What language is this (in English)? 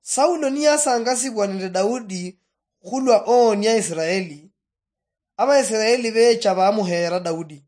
Luyia